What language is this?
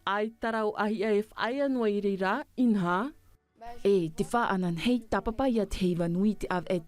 Tahitian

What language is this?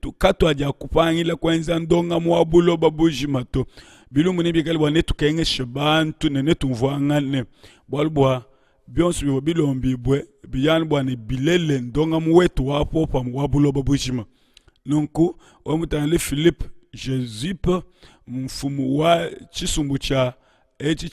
Luba-Lulua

